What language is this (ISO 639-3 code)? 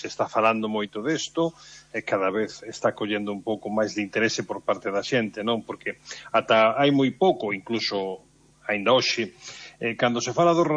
glg